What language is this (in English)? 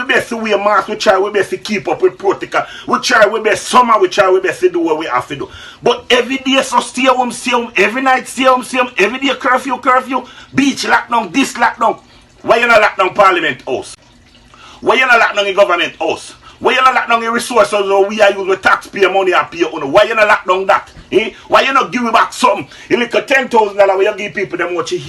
Jamaican Creole English